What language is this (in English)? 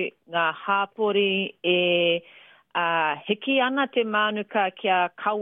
Māori